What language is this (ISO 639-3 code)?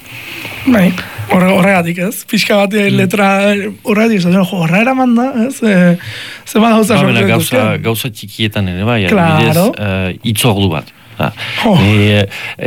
eus